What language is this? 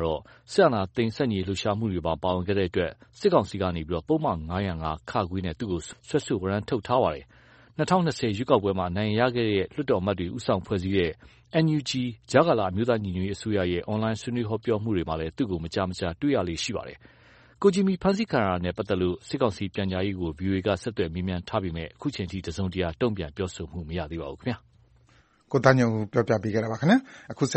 Burmese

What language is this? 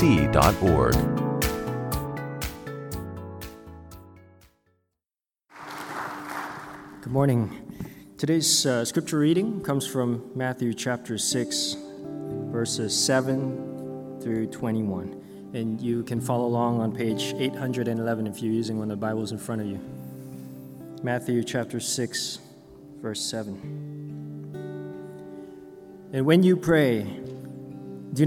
English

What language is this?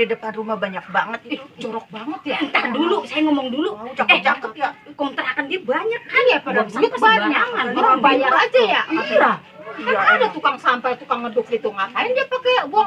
Betawi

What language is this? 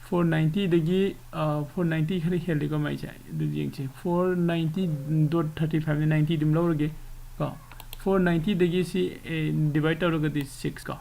Manipuri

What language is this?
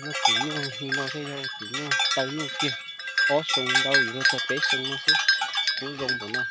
Hmong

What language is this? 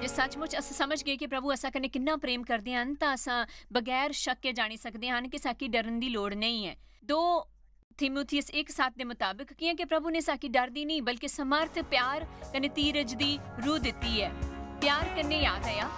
Dogri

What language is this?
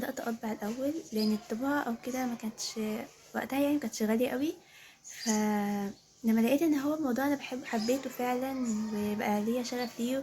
Egyptian Arabic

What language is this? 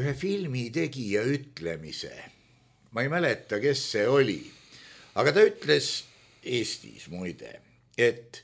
Estonian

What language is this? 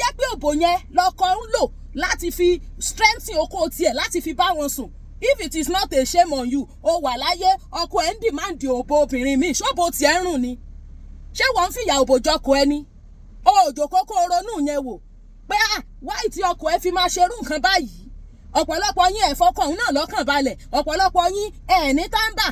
Yoruba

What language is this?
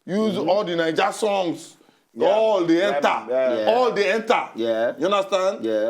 Nigerian Pidgin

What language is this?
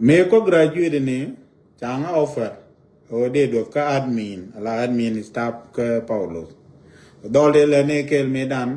Nuer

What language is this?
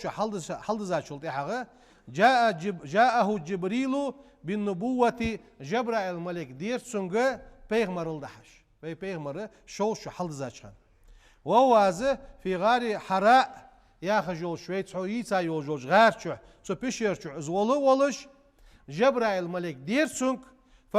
Ingush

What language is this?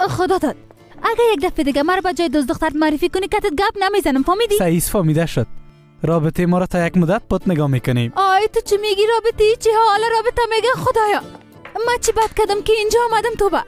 Persian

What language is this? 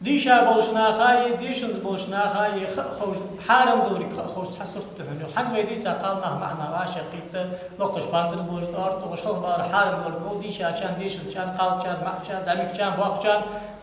Ingush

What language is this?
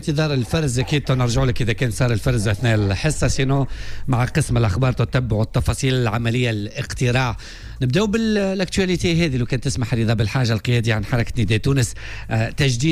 Tunisian Arabic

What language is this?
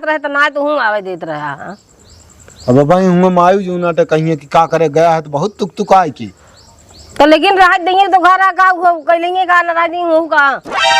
Awadhi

